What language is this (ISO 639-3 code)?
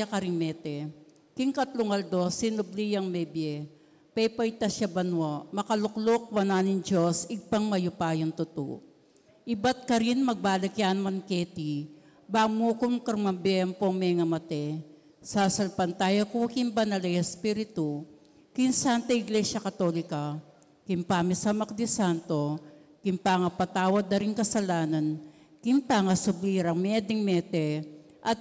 pam